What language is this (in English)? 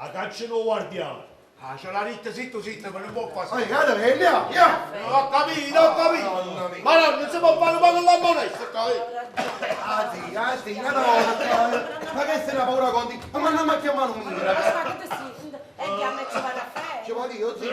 Neapolitan